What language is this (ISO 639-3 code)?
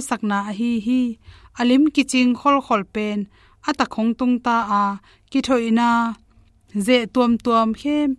ctd